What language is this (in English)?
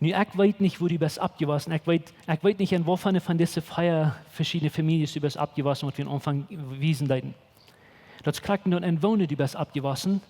Plautdietsch